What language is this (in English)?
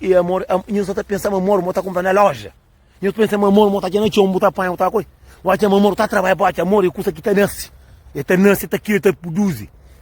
Kabuverdianu